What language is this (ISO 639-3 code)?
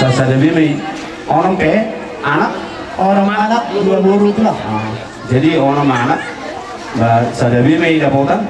bbc